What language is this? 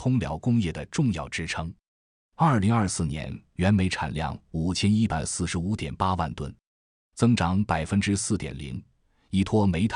Chinese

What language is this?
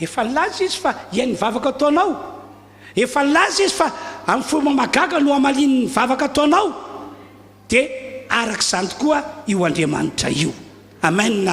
Malagasy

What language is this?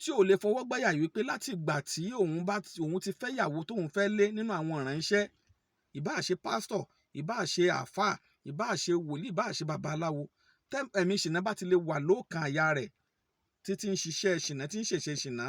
Yoruba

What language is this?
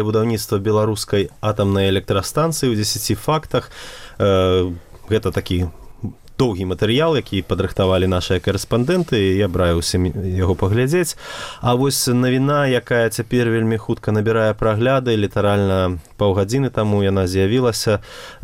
Belarusian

